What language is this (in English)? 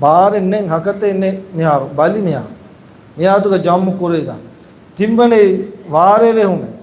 Divehi